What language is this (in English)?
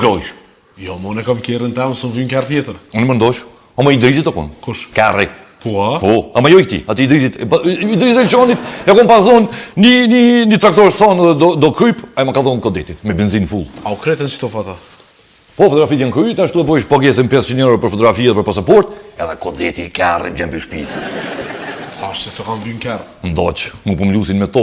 Albanian